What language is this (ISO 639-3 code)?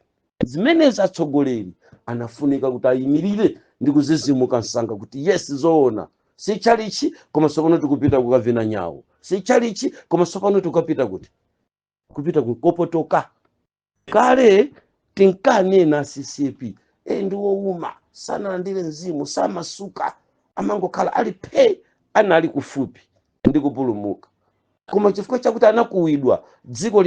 nya